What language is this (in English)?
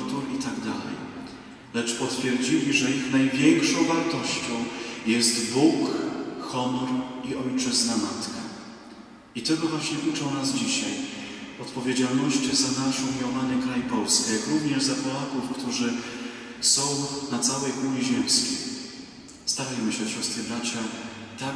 Polish